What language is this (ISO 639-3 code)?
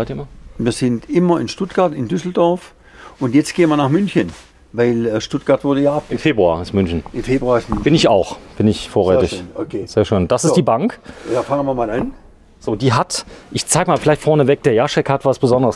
deu